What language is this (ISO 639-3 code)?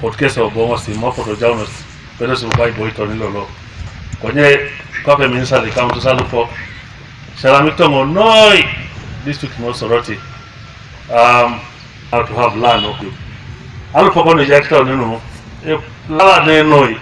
teo